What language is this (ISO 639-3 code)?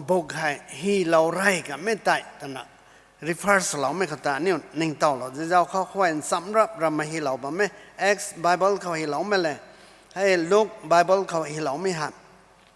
nbu